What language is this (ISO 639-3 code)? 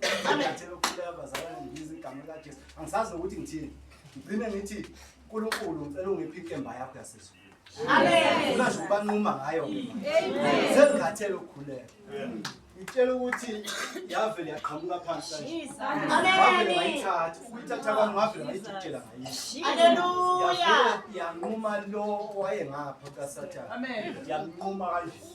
zul